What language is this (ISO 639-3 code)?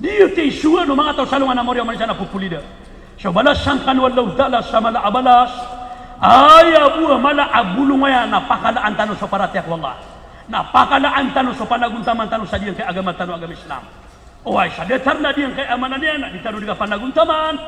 mrw